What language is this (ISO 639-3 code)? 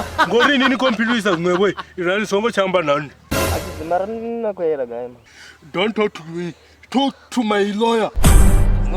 ven